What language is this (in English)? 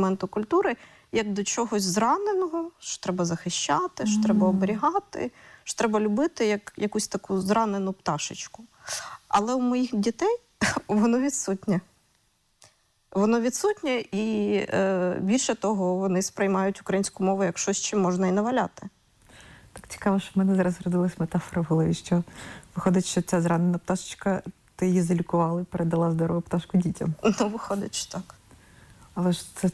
Ukrainian